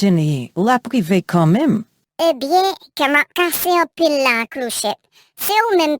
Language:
Haitian Creole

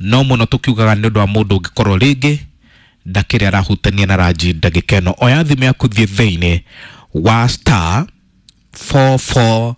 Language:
Kikuyu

